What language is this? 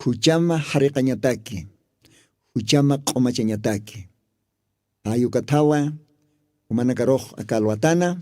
Aymara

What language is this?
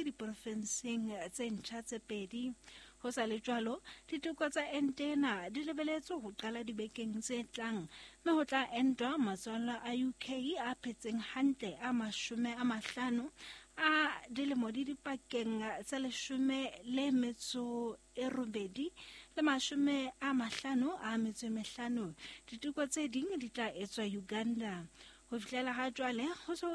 Southern Sotho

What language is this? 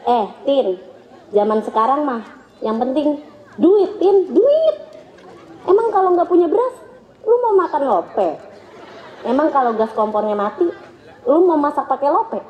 Betawi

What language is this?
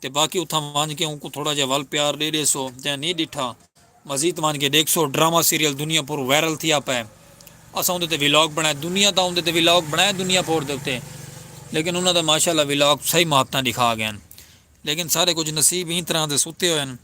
Saraiki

